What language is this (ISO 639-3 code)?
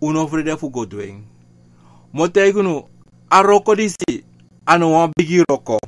srn